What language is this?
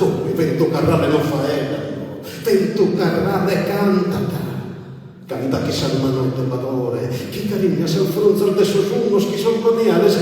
Sardinian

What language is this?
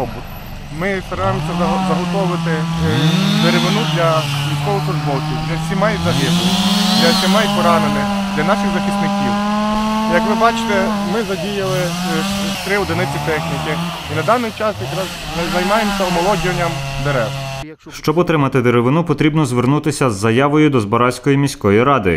Ukrainian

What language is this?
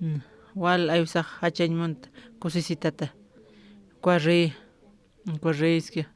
Aymara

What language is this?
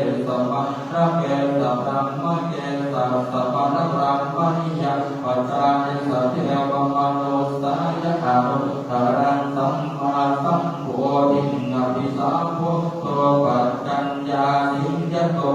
Pali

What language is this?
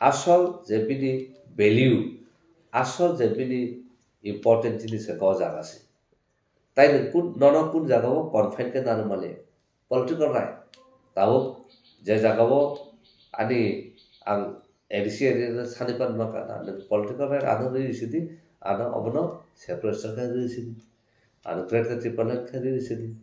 Kok Borok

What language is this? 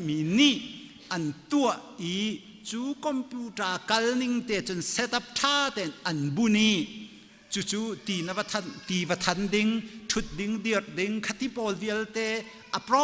Hakha Chin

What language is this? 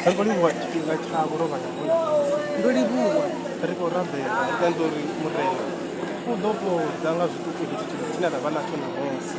Venda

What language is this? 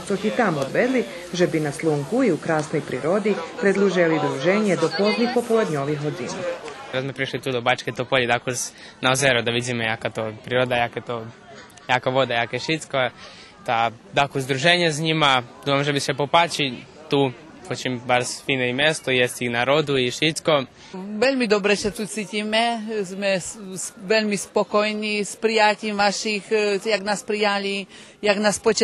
Rusyn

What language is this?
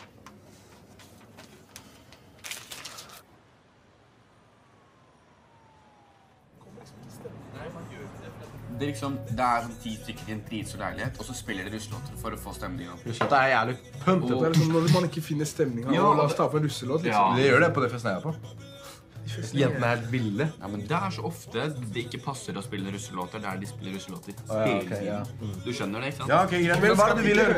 Norwegian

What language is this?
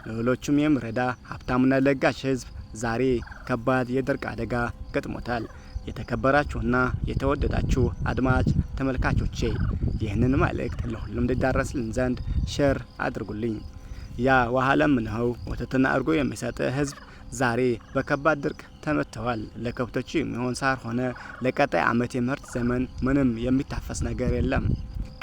Amharic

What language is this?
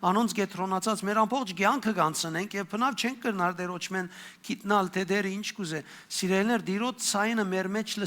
Western Armenian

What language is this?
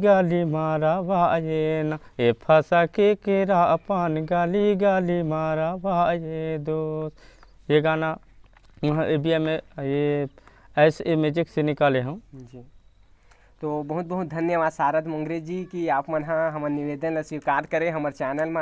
Chhattisgarhi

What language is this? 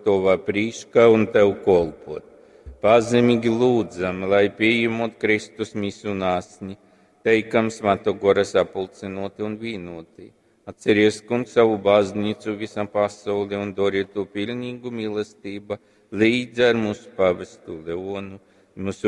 Latgalian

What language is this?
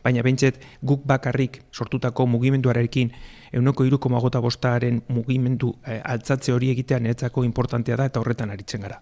Basque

